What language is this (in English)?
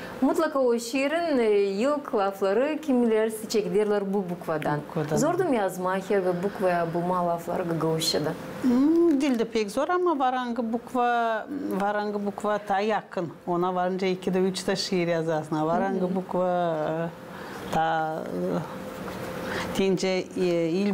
Gagauz